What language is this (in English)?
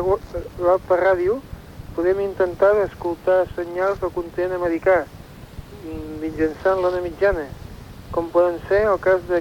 Catalan